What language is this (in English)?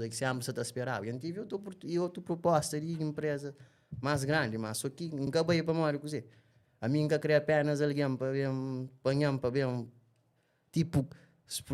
Kabuverdianu